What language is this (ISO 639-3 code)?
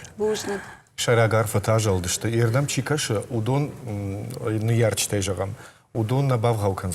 oss